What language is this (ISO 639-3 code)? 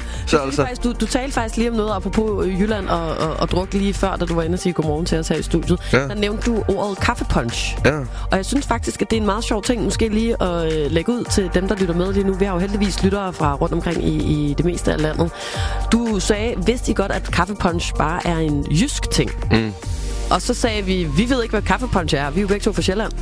dan